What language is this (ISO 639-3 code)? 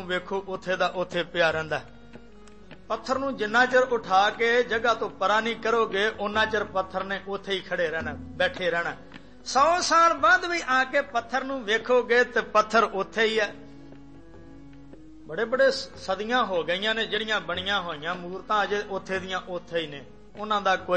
pan